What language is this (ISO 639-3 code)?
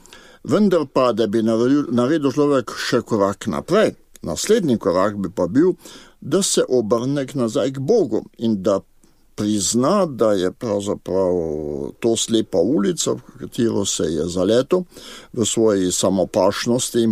slv